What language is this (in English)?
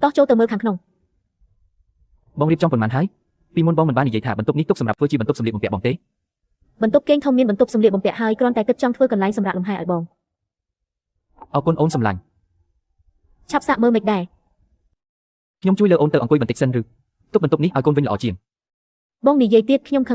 Khmer